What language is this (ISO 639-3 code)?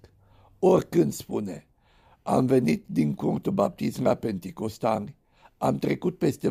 ron